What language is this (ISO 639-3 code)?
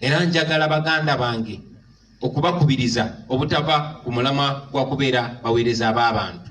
lug